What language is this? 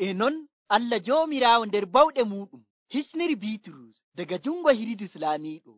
Nigerian Fulfulde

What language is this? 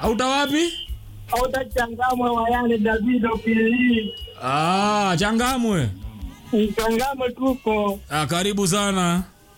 Swahili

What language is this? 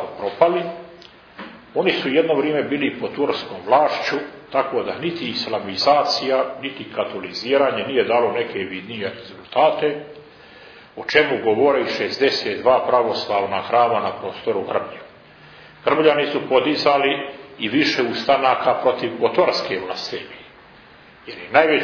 Serbian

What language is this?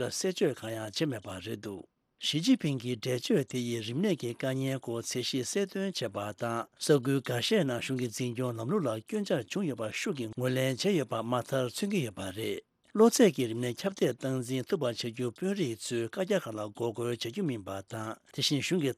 Tibetan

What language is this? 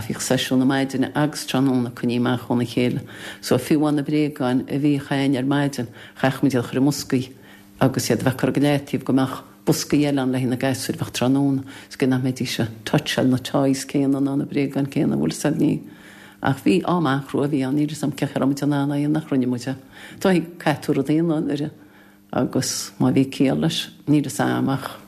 Irish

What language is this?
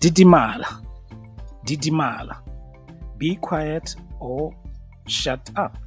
Tswana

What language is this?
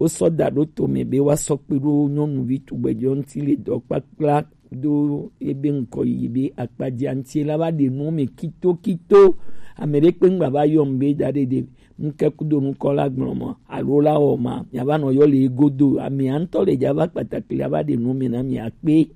Gen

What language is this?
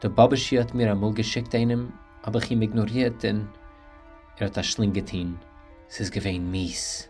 Yiddish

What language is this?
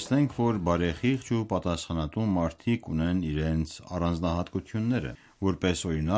Armenian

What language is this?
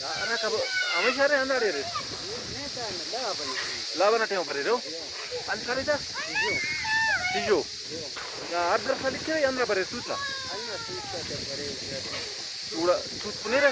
Brahui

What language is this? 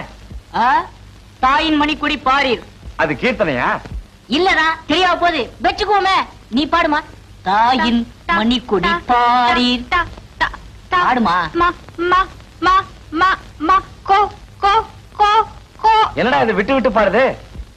Tamil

